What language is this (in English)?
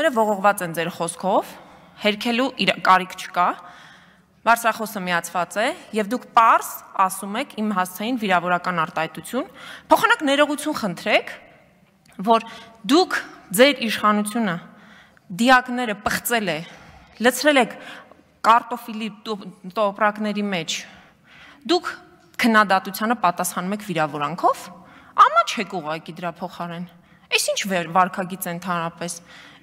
Armenian